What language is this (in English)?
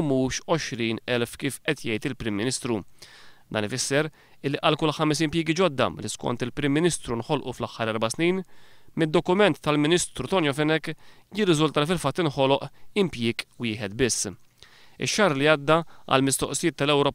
Maltese